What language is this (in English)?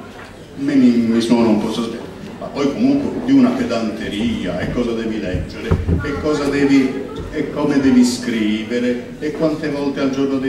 Italian